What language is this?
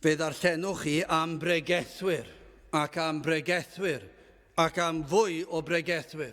Welsh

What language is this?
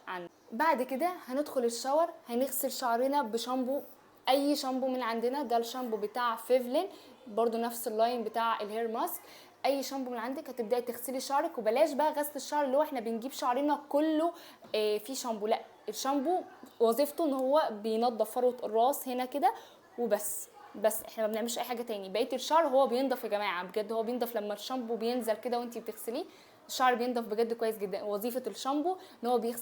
Egyptian Arabic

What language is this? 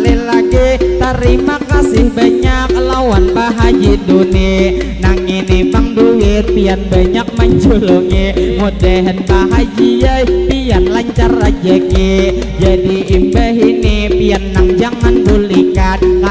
Banjar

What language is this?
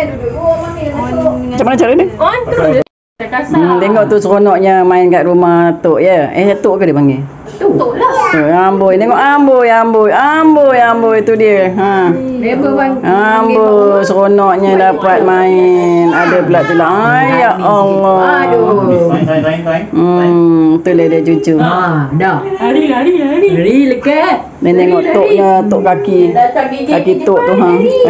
Malay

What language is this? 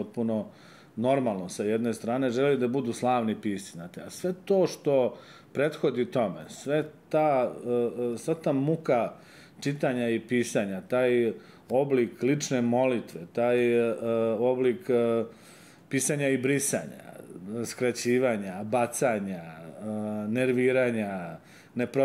Serbian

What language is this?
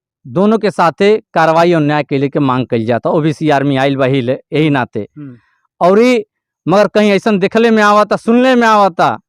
Bhojpuri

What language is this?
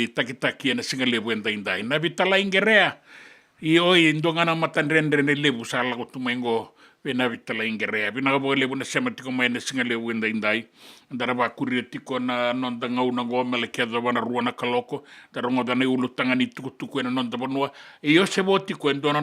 Fijian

